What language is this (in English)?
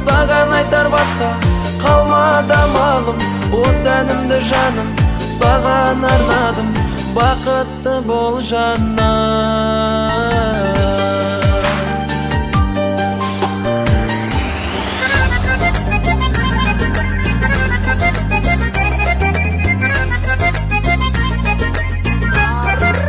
Kazakh